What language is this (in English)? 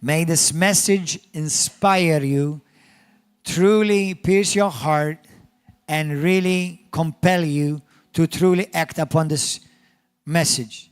English